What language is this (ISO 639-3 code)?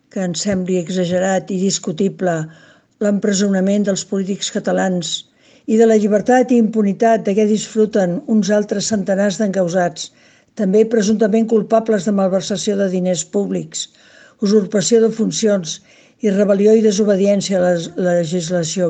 cat